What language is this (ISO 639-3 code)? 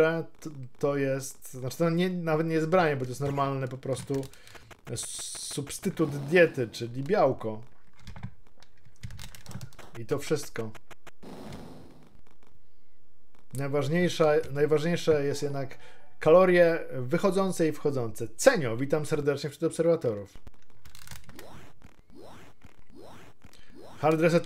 pol